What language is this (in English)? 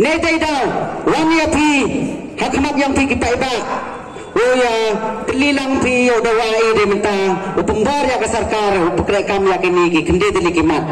Pnar